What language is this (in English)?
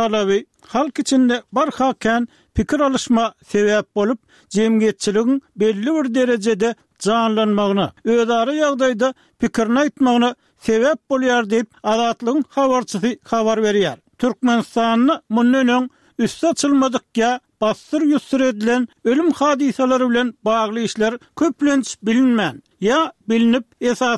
Turkmen